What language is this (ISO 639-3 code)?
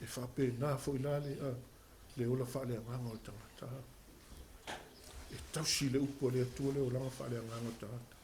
smo